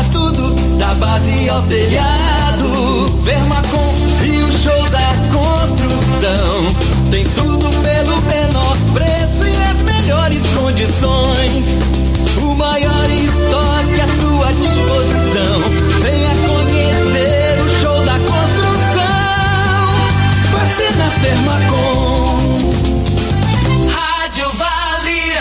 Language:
Portuguese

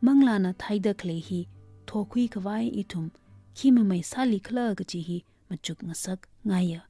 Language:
Tangkhul Naga (India)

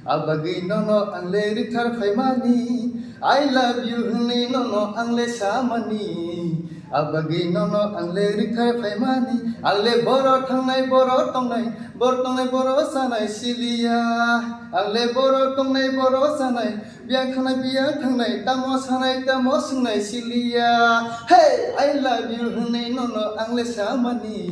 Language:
Kok Borok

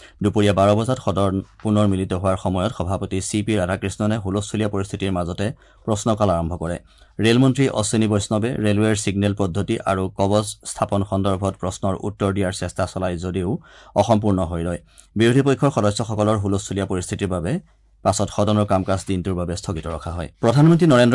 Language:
Assamese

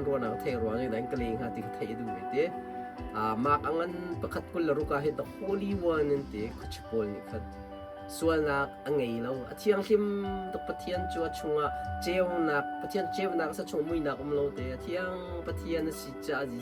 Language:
Hakha Chin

